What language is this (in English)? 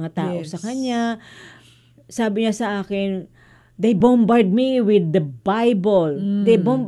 Filipino